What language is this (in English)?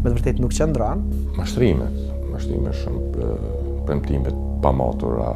Albanian